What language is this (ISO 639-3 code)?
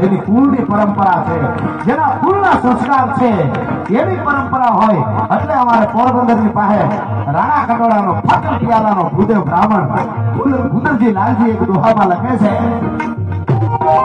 guj